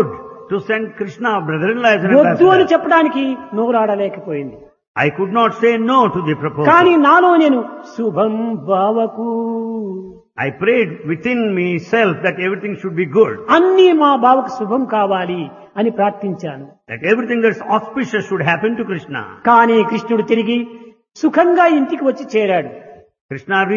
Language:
Telugu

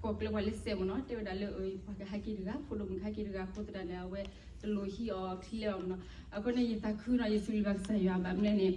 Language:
S'gaw Karen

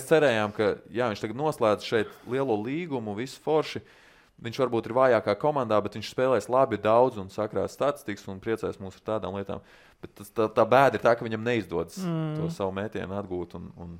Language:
Latvian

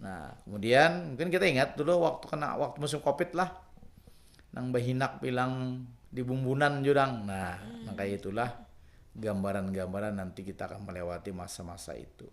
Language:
Banjar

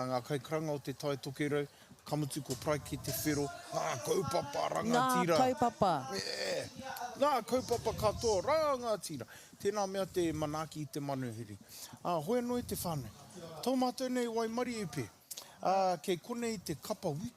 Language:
Māori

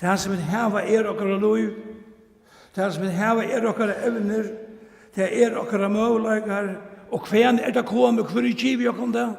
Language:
Faroese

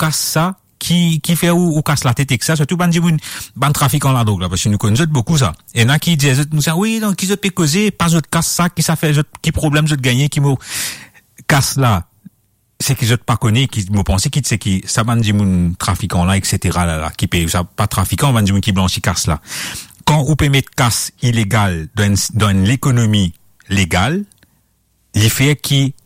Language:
Morisyen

